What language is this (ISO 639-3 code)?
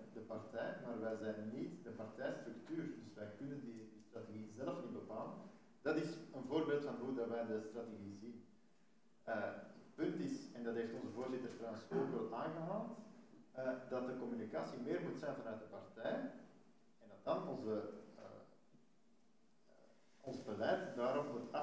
nld